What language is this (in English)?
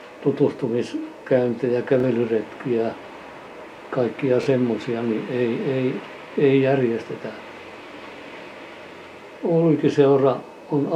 Finnish